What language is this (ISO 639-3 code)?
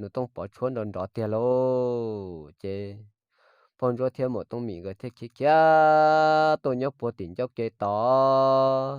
hmn